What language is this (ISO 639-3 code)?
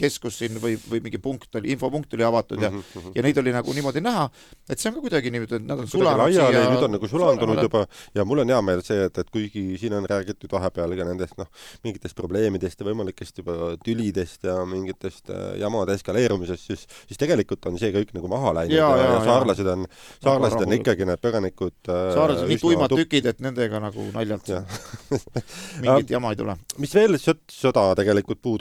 est